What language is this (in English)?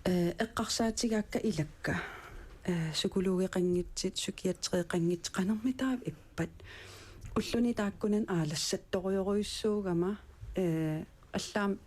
Kalaallisut